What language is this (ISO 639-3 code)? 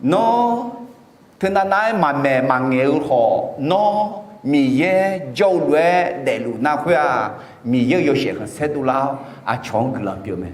ahk